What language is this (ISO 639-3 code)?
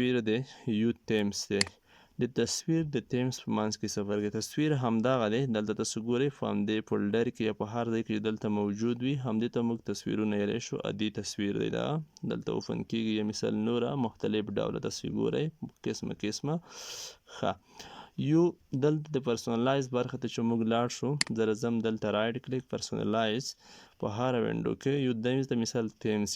pus